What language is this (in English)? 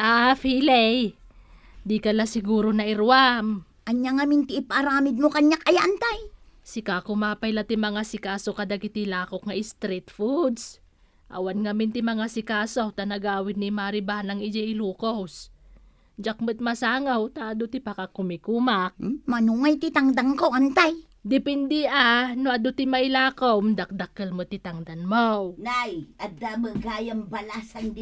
Iloko